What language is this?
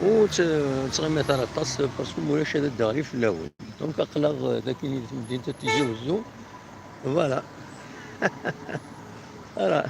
Kabyle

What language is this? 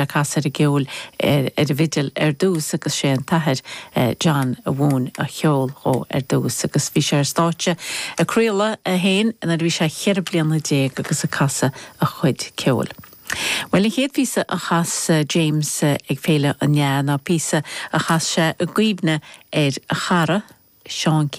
Irish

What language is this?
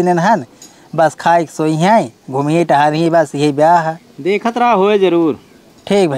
Awadhi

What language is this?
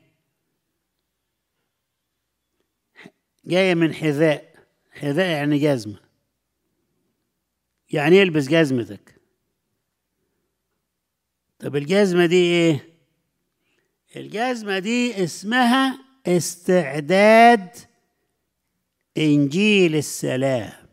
Egyptian Arabic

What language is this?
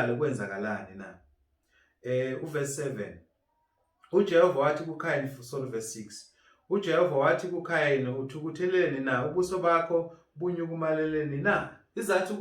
Zulu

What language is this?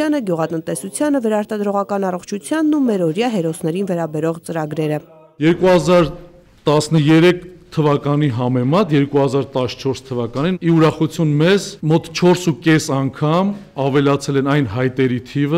Armenian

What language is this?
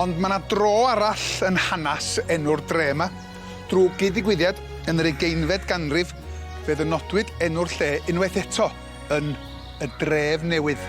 Welsh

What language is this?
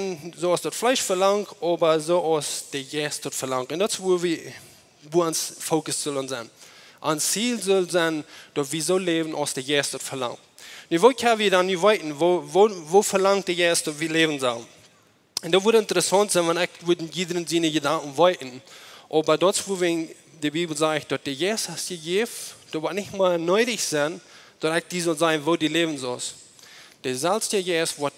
Plautdietsch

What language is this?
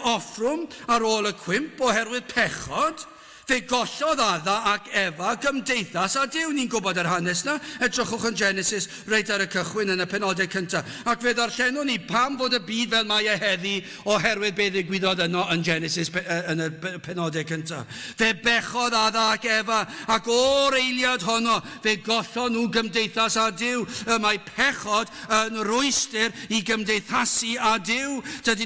Welsh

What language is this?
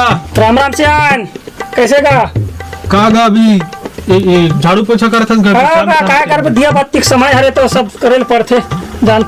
Chhattisgarhi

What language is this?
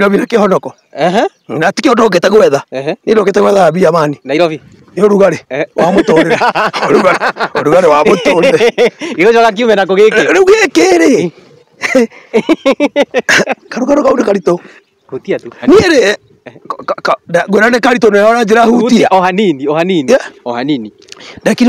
Kikuyu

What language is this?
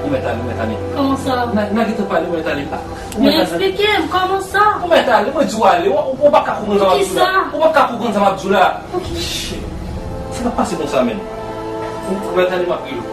Haitian Creole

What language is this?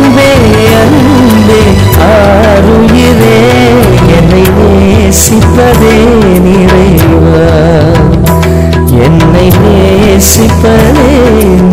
Tamil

